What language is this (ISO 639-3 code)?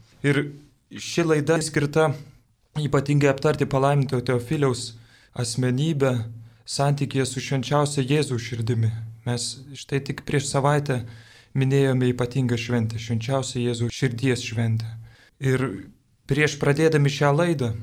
lit